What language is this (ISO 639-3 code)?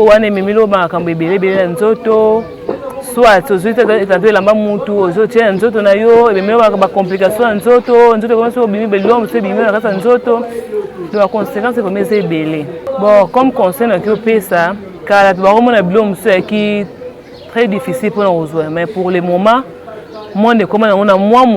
lin